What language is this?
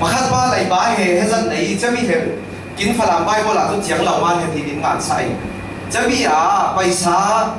Falam Chin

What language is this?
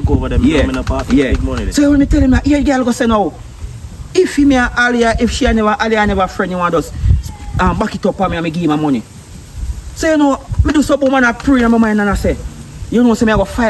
Jamaican Creole English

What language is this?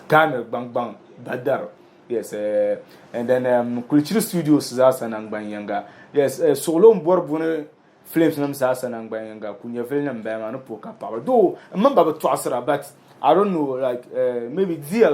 Dagbani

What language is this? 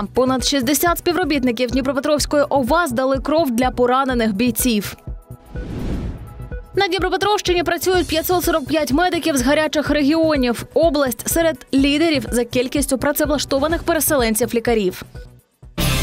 Ukrainian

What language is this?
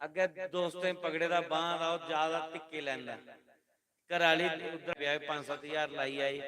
Dogri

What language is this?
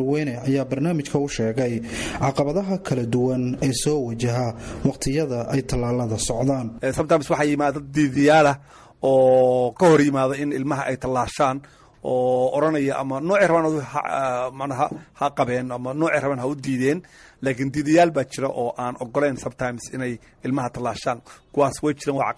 Somali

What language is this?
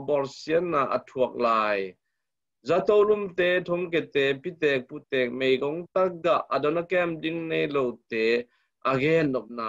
Tedim Chin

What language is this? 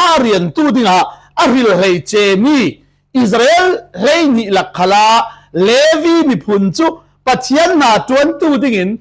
Falam Chin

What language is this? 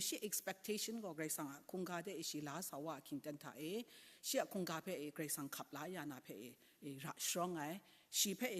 Kachin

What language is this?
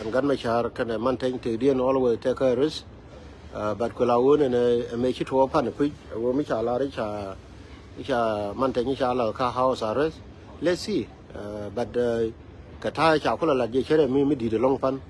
Nuer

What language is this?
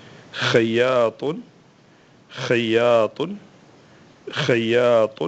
Hausa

